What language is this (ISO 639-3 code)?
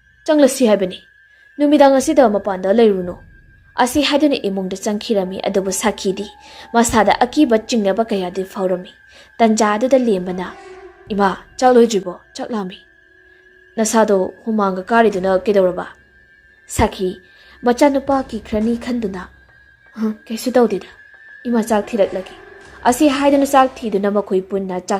mni